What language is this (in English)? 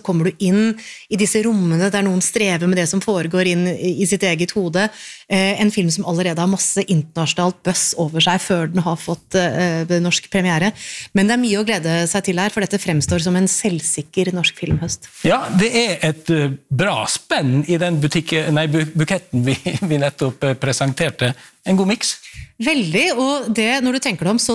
Norwegian